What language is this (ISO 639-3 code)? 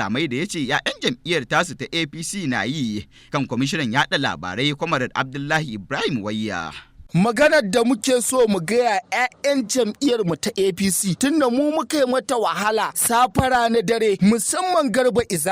hau